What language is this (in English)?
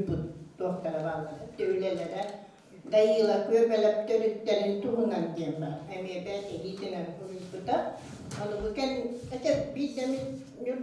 Yakut